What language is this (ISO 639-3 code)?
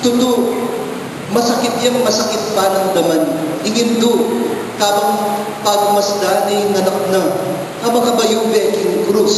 pam